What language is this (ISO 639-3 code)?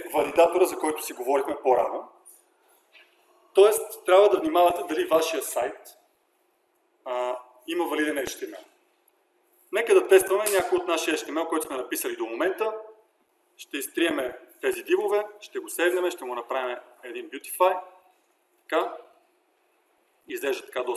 bul